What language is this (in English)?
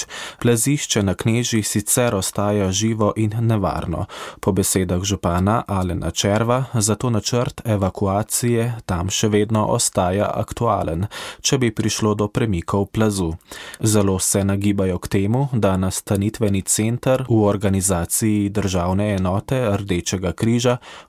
Slovenian